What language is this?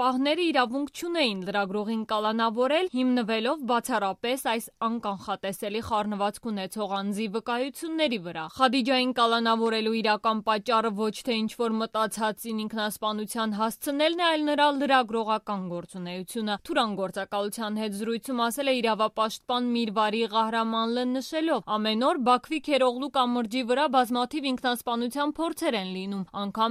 Armenian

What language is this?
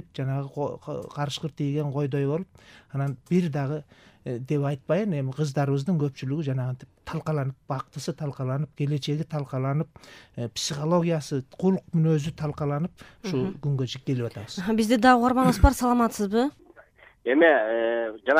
Kyrgyz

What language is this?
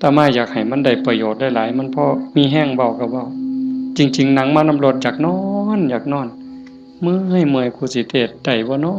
Northeastern Thai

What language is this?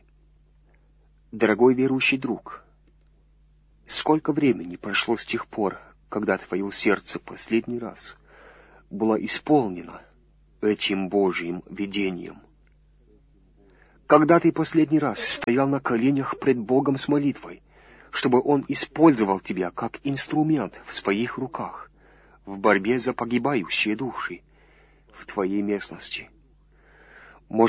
Russian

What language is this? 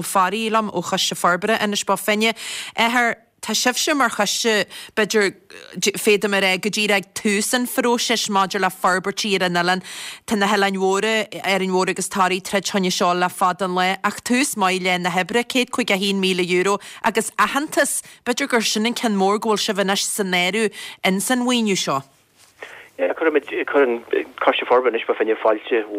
Irish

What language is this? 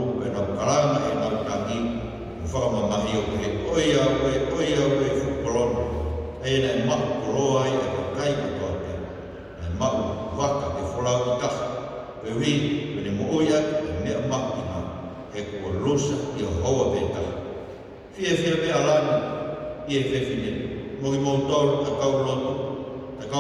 Tongan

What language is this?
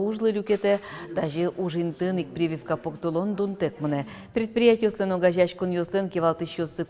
Udmurt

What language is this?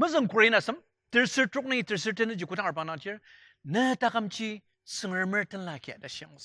Ao Naga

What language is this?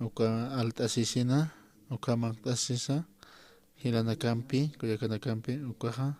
Aymara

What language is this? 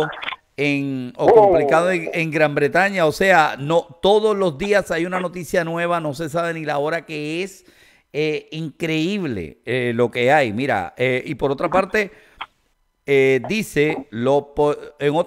Spanish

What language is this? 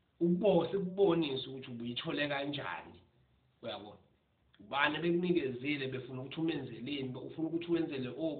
Zulu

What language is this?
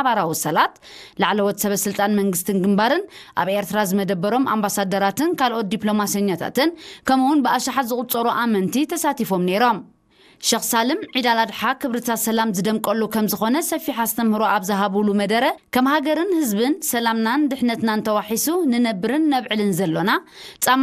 Tigrinya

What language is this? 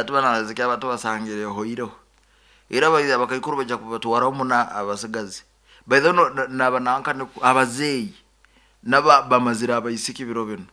Nyankole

